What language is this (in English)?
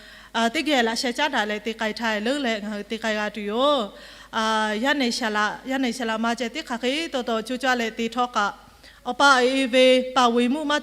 Lahu